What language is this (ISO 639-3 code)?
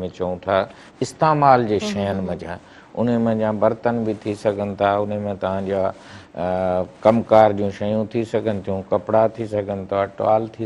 snd